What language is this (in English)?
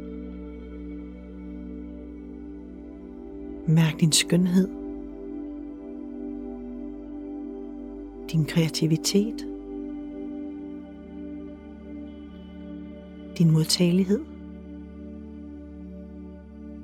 Danish